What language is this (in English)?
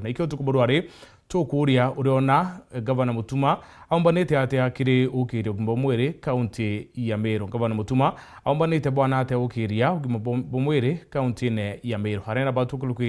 Meru